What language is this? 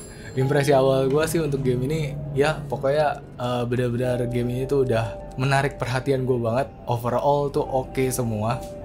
Indonesian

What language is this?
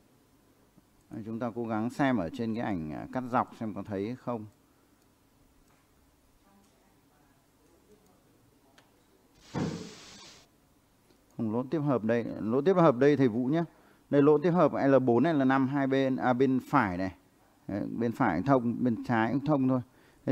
Vietnamese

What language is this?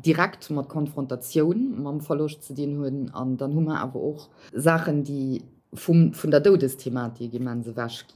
Luxembourgish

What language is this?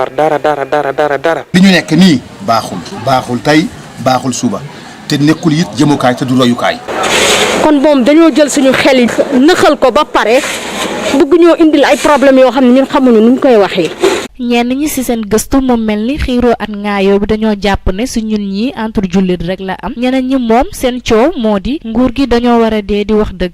Wolof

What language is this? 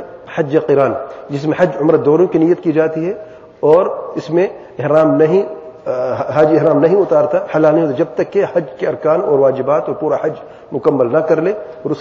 Urdu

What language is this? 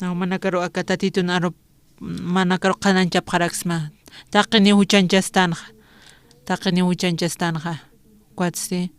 Aymara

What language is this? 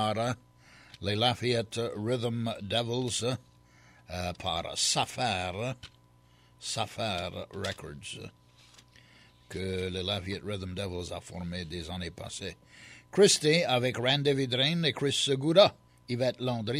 Cajun French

